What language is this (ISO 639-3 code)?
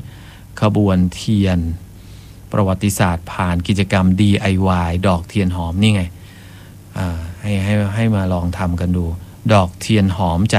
tha